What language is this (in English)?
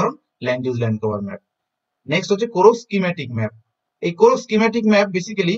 Bangla